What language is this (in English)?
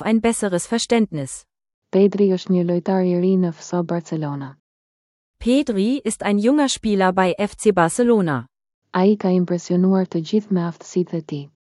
Albanian